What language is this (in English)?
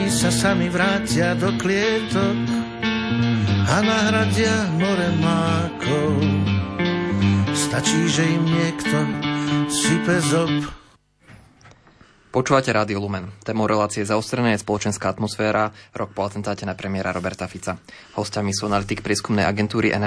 Slovak